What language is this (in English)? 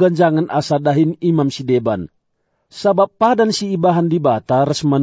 Batak Karo